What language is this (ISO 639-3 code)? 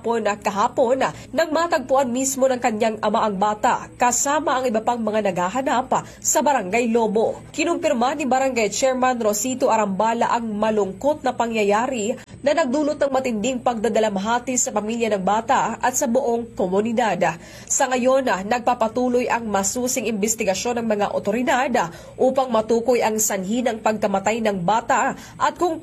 fil